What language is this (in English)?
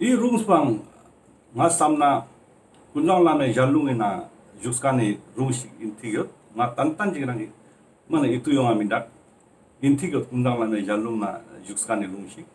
Ladakhi